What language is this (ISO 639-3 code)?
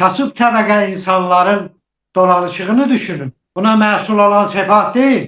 aze